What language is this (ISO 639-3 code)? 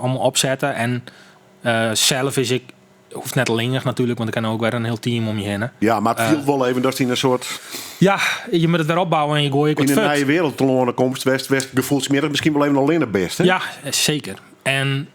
fry